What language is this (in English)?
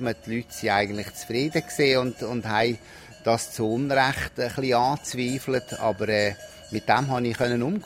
German